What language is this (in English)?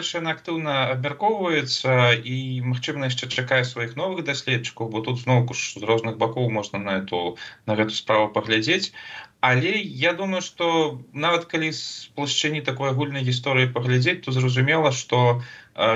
Belarusian